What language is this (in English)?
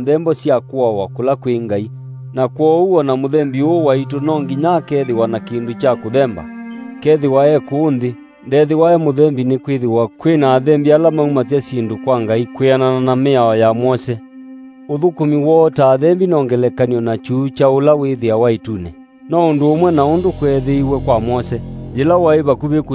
Kamba